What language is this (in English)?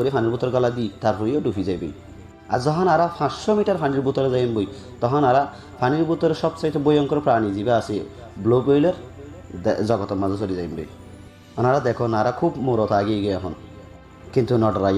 Rohingya